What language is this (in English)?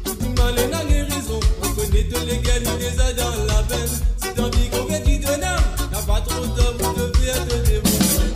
Morisyen